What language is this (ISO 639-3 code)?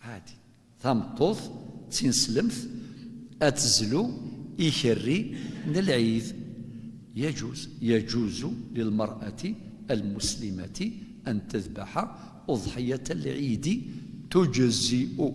kab